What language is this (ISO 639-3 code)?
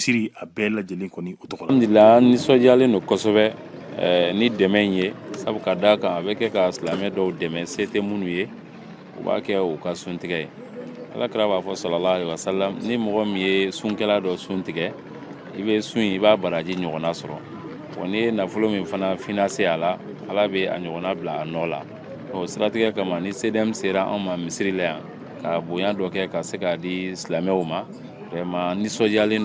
bam